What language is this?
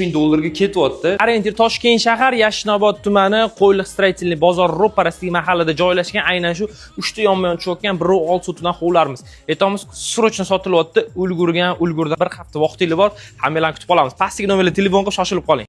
Uzbek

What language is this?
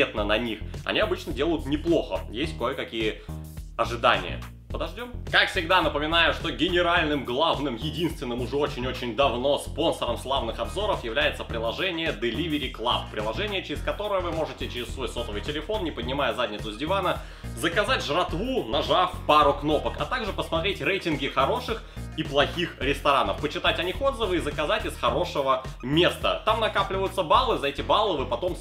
Russian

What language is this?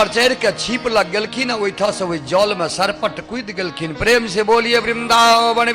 Maithili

